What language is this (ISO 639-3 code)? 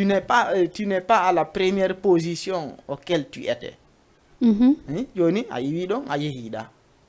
ful